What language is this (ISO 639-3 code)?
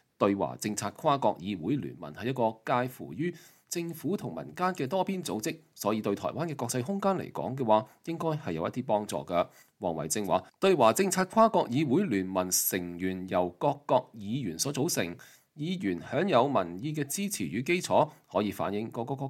yue